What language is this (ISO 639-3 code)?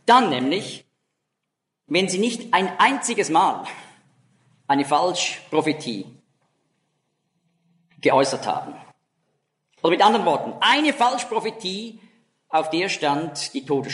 deu